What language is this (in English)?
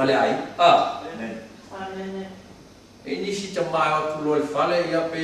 Samoan